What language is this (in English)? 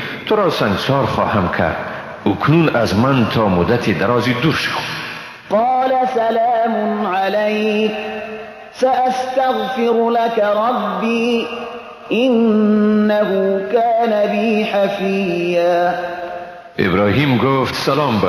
Persian